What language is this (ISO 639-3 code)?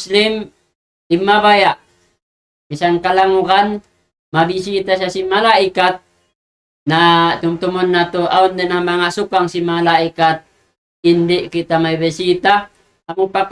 tsg